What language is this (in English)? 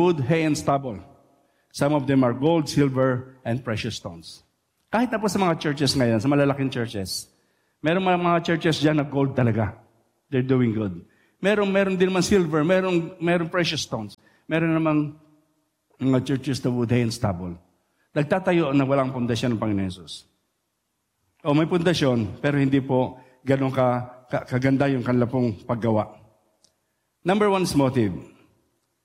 Filipino